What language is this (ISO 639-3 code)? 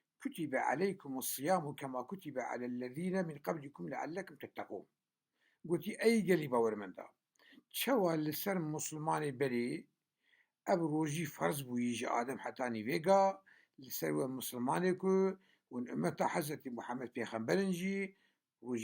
kur